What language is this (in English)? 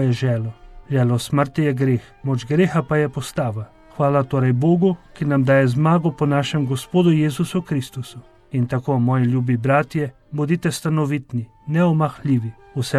Slovenian